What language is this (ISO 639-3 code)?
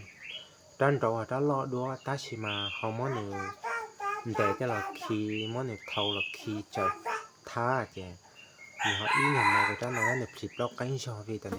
hmn